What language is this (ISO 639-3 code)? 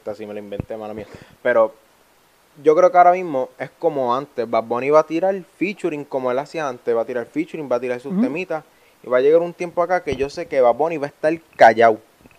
spa